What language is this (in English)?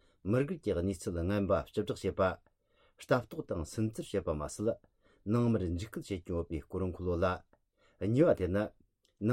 Tibetan